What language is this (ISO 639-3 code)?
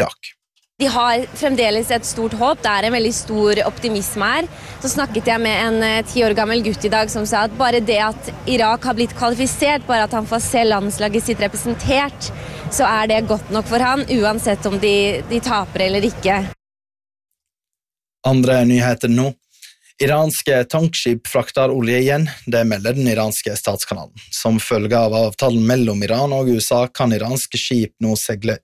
nor